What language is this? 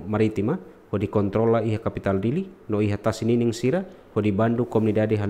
Tetum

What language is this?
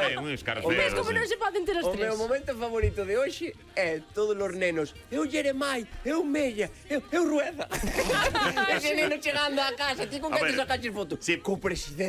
Galician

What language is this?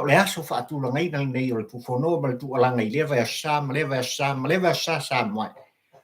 Samoan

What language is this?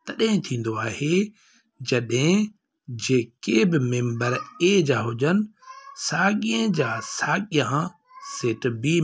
Sindhi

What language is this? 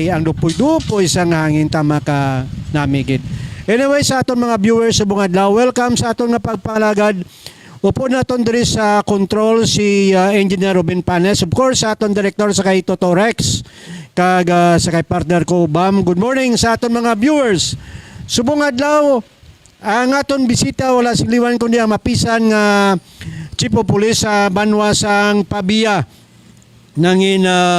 Hiligaynon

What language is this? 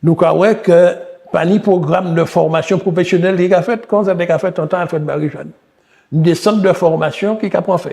Guadeloupean Creole French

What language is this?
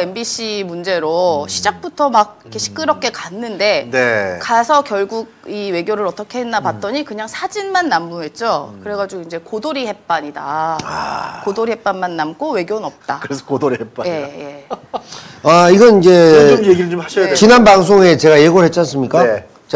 Korean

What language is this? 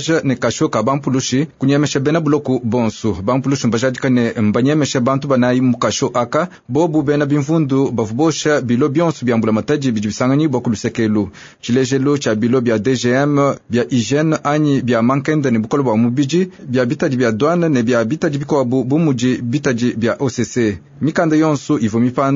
Luba-Lulua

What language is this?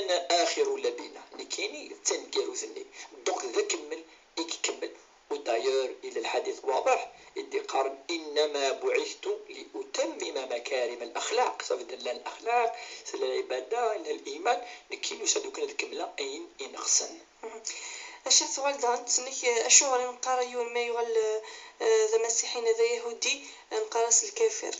Kabyle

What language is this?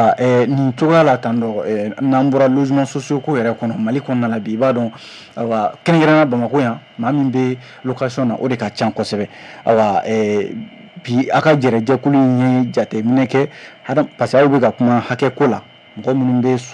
Bambara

